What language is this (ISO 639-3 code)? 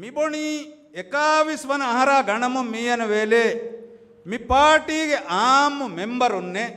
div